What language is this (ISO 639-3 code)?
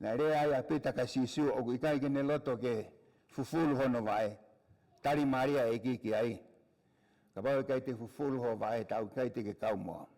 ton